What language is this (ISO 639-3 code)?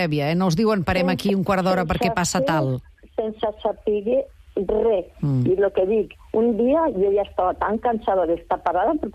cat